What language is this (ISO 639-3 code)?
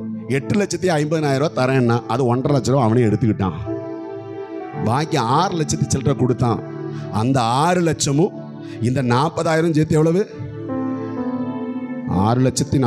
tam